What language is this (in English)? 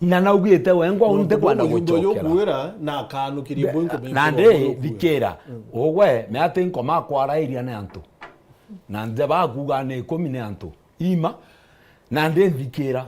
Meru